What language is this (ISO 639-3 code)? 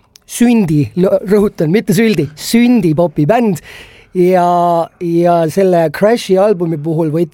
est